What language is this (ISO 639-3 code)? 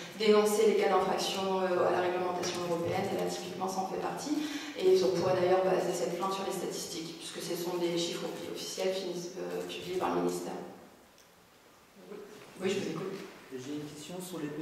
fra